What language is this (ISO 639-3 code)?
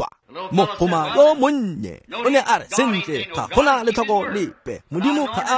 tsn